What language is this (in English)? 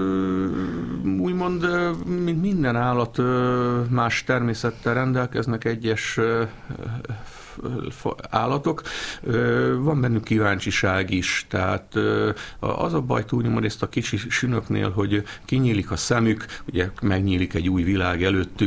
Hungarian